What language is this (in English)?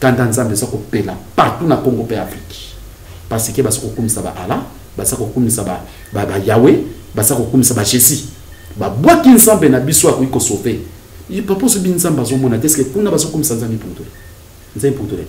Lingala